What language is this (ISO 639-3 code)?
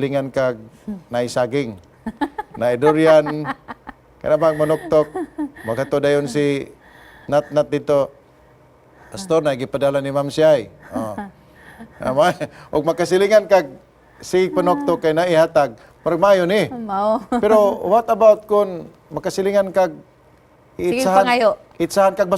ceb